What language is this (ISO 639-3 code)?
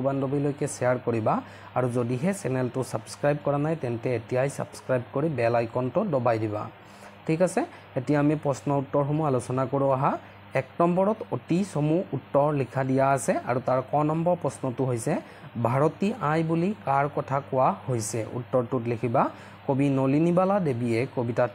asm